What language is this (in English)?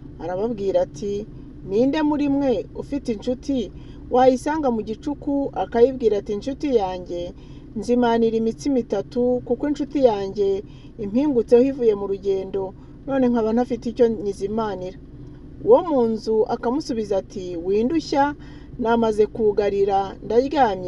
Kinyarwanda